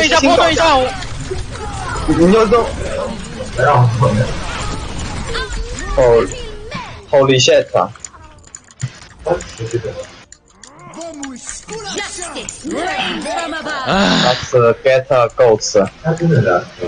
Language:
Chinese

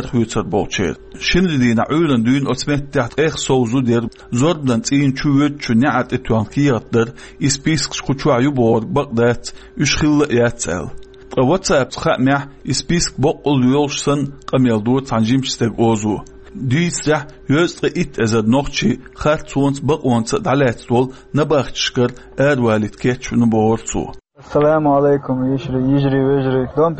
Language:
Chechen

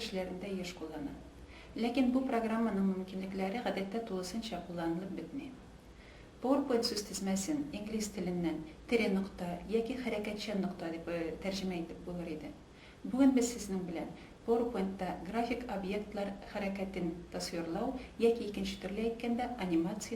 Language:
Tatar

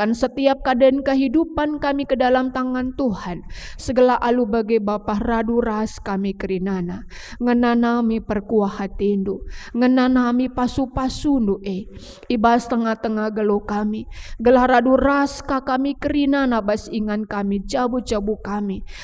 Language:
Batak Karo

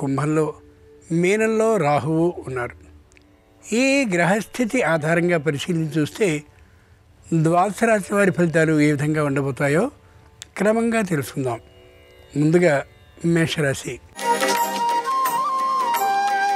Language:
Telugu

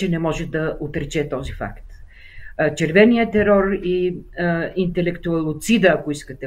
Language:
Bulgarian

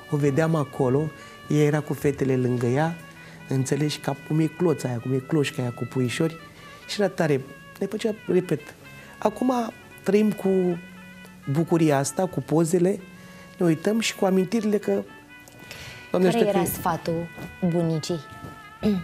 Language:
Romanian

